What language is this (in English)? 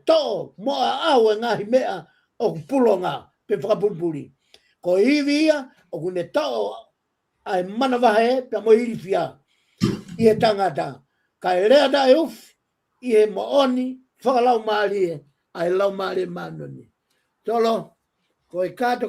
Tongan